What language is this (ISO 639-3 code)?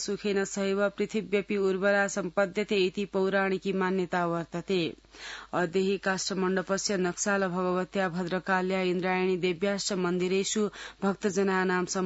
san